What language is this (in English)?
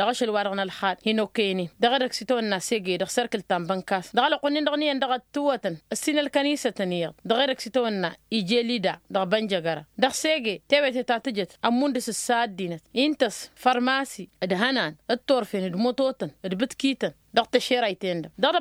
Tamasheq